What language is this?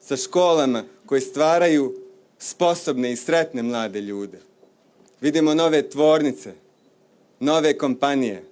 Bosnian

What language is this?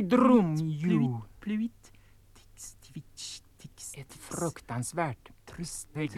Swedish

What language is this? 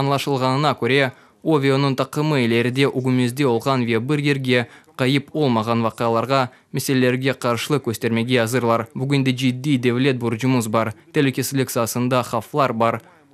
Crimean Tatar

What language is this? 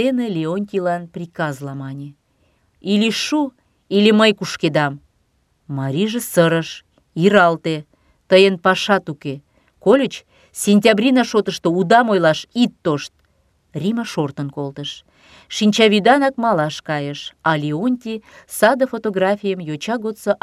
Mari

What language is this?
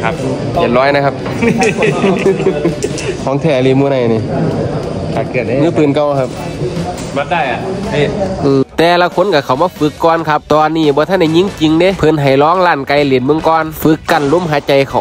Northeastern Thai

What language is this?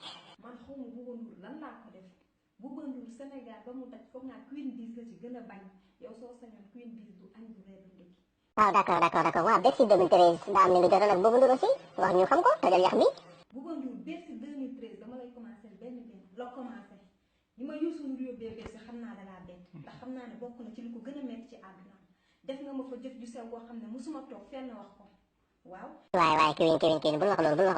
Wolof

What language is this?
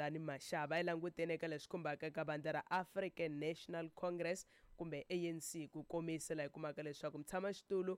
Tsonga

